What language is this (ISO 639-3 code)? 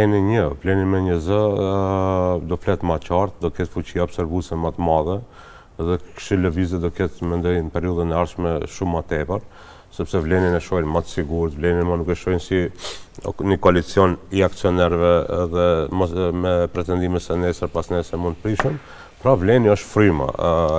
sqi